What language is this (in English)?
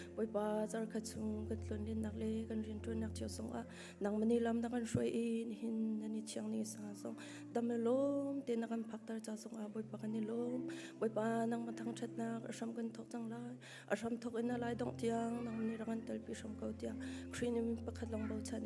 Hakha Chin